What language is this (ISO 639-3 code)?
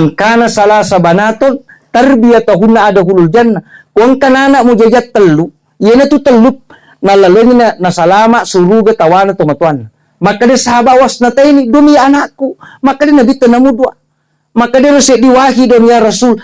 bug